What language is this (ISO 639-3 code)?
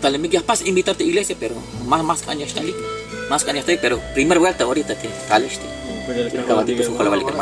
tzh